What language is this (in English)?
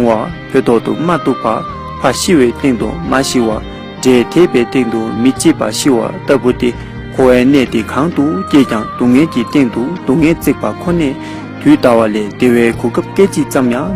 Tibetan